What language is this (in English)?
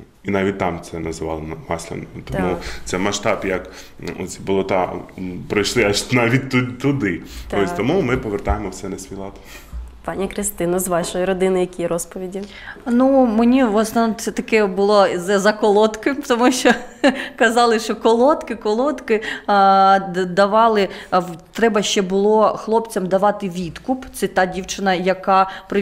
Ukrainian